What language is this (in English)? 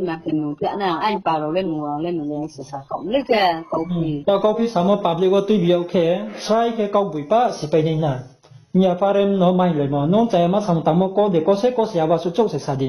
Riang (India)